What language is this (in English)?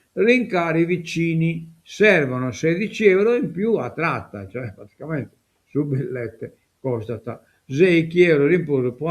Sardinian